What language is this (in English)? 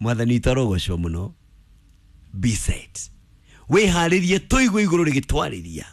Kikuyu